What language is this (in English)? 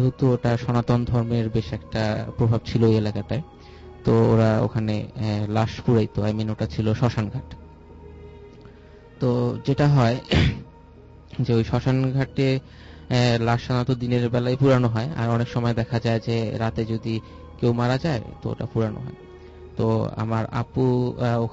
Bangla